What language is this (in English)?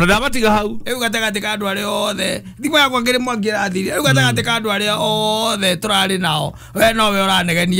Kikuyu